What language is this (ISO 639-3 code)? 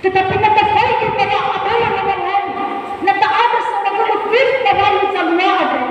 nia